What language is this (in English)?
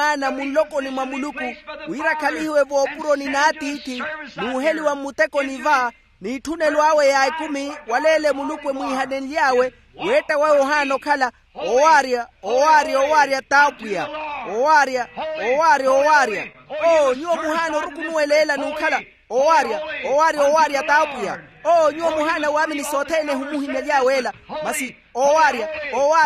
Makhuwa